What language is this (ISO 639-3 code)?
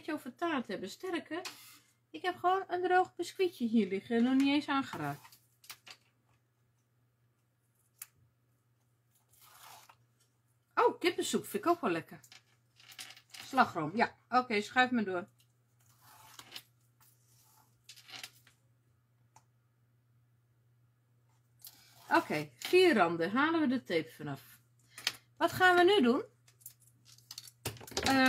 nld